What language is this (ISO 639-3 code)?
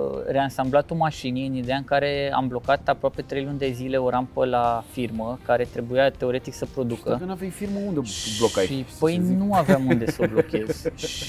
ron